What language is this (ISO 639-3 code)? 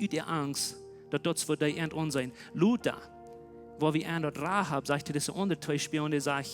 pdt